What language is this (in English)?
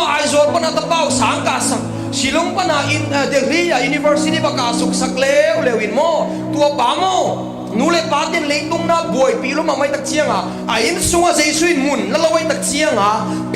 Tedim Chin